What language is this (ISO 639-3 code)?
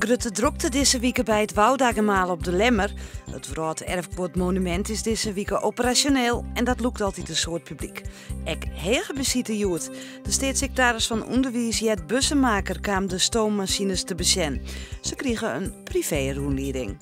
fry